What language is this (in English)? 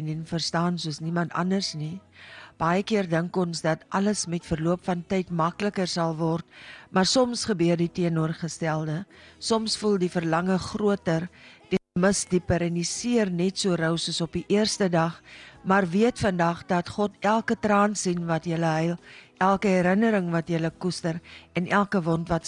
Afrikaans